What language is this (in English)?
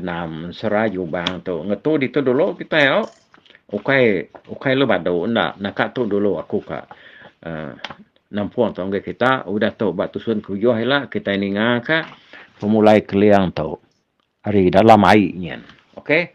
Iban